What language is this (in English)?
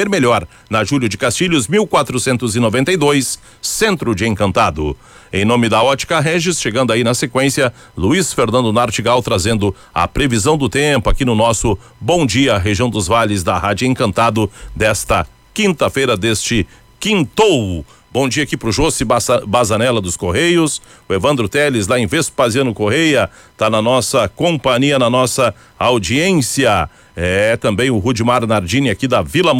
Portuguese